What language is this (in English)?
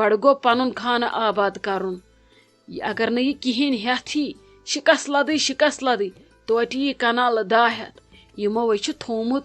Kashmiri